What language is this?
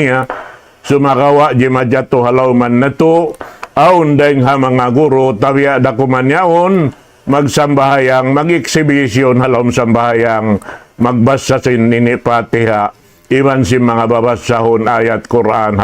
Tausug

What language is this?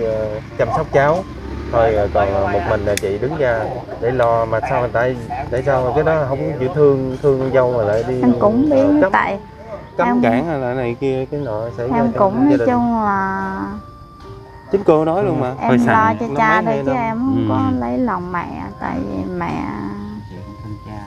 Vietnamese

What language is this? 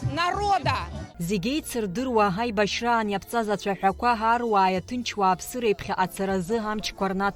Abkhazian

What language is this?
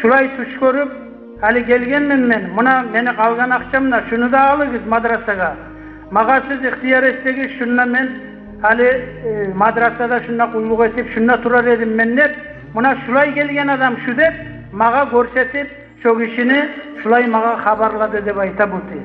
Kumyk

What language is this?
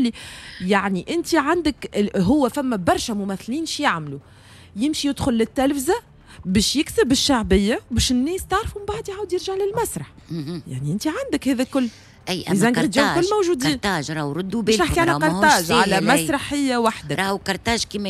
Tunisian Arabic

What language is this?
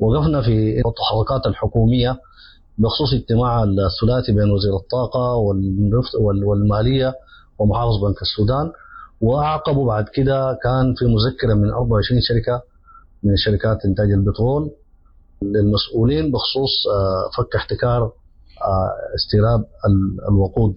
Sudanese Arabic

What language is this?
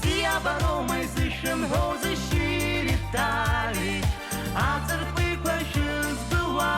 Abkhazian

